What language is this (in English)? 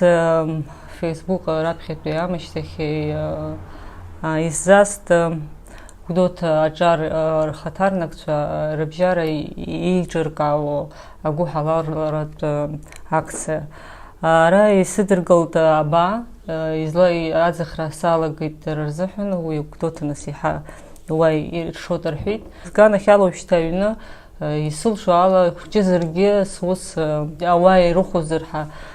Abkhazian